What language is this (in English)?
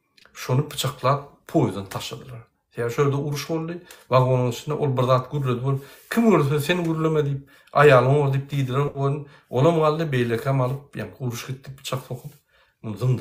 Turkmen